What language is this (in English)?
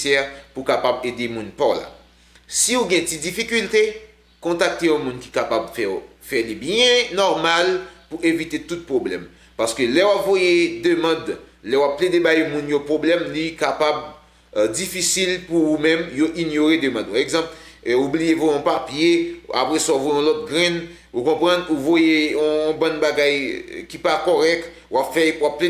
Haitian Creole